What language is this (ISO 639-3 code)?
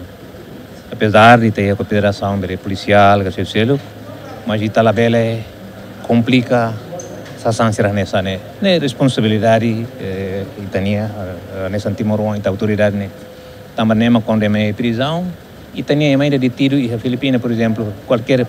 tet